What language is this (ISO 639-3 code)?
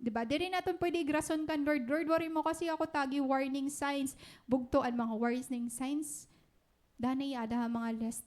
war